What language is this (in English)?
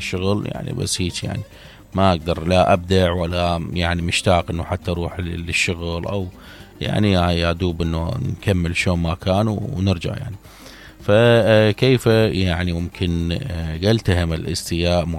Mesopotamian Arabic